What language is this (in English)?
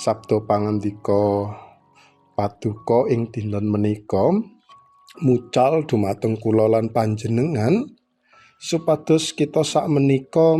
Javanese